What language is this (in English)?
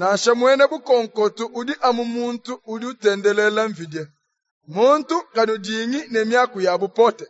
Luba-Lulua